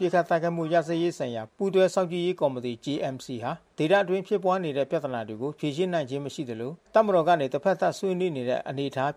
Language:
Burmese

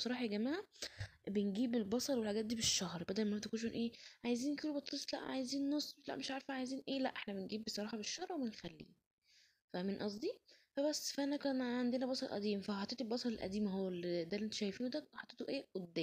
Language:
Egyptian Arabic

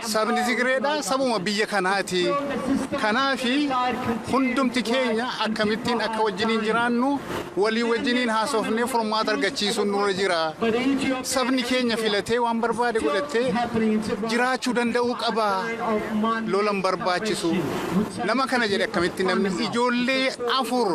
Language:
Oromo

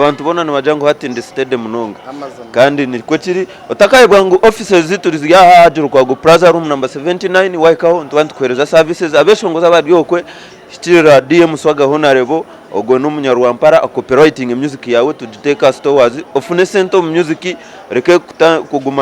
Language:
Nyankole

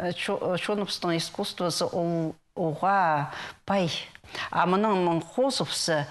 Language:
Khakas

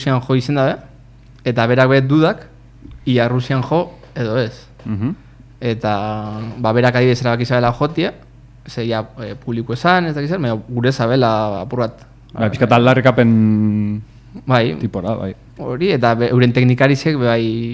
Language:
Basque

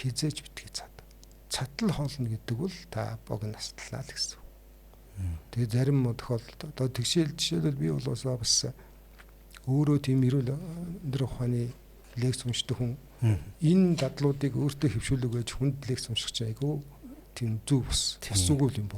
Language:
Mongolian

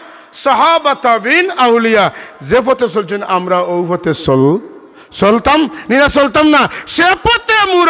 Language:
Sylheti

